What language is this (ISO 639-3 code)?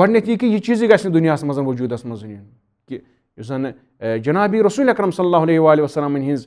kas